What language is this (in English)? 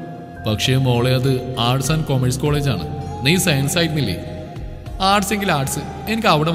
Malayalam